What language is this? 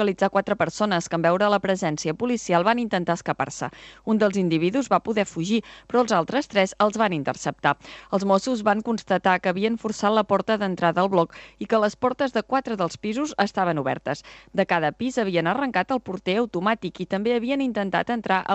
Catalan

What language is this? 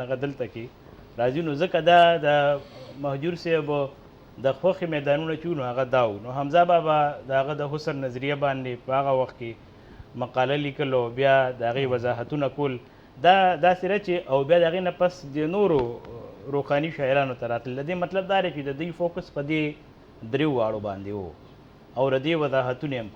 Pashto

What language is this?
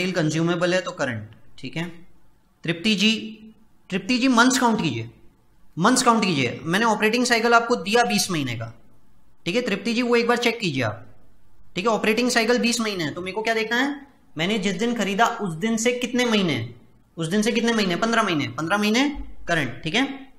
Hindi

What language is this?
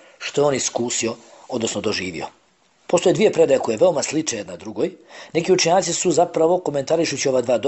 Bosnian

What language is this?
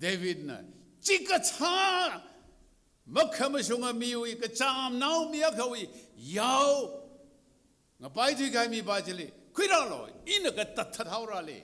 Tangkhul Naga (India)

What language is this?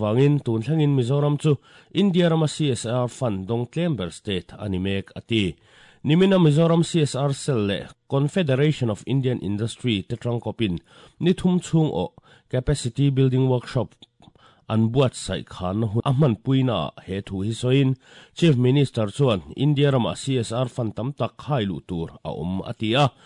Mizo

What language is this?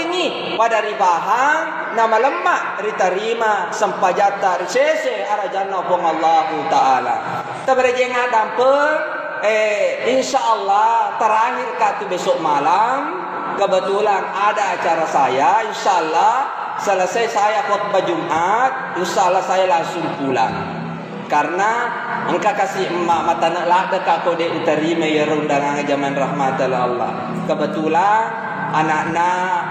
Buginese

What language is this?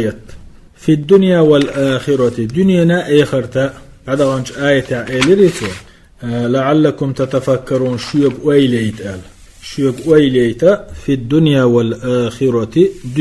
Chechen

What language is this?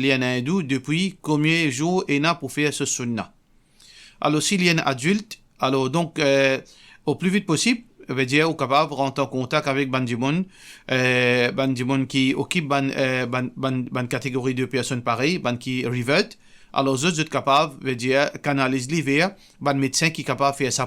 Morisyen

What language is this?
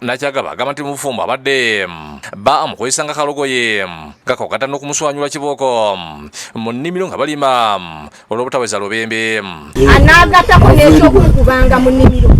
Ganda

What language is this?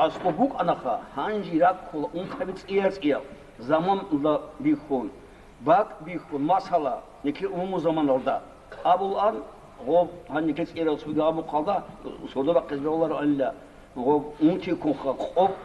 Avaric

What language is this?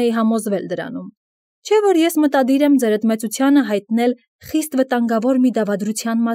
Armenian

